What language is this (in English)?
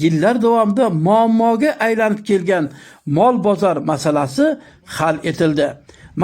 Uzbek